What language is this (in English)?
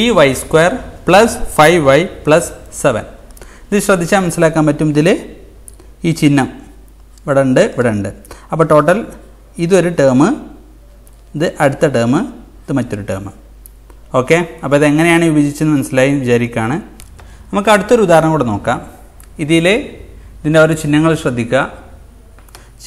Malayalam